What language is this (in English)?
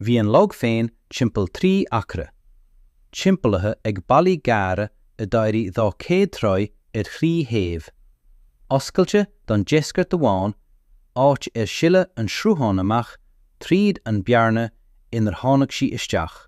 Irish